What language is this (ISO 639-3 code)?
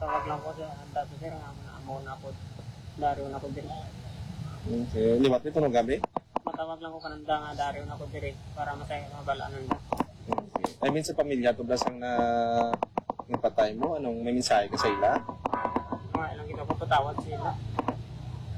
hil